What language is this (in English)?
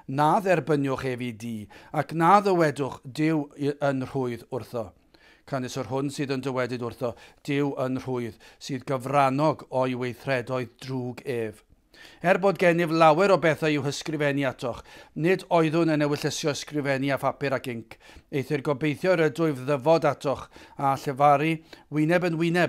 Welsh